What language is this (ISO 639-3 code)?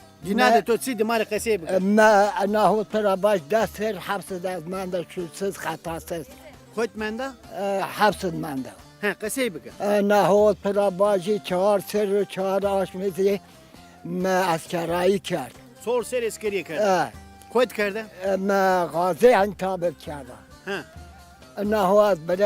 zza